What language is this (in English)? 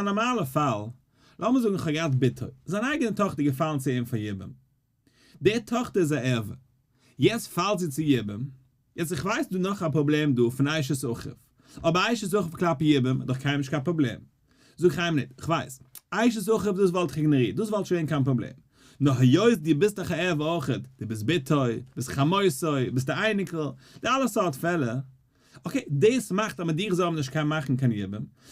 Yiddish